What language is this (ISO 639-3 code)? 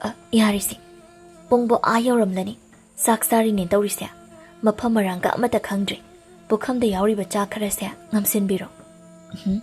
mni